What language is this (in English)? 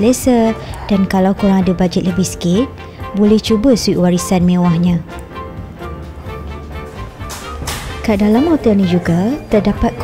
Malay